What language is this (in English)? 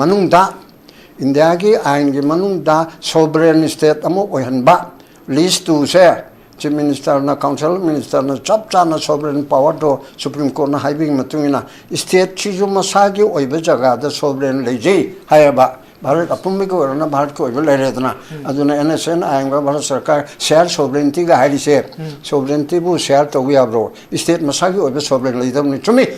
Manipuri